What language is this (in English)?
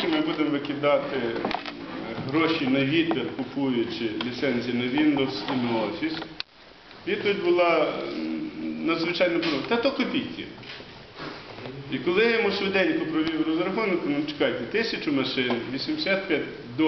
Ukrainian